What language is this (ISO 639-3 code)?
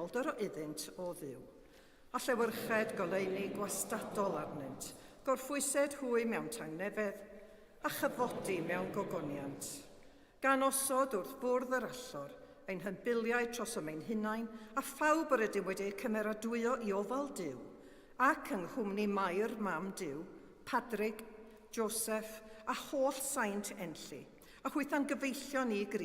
cym